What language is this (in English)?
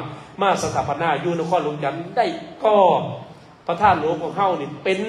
Lao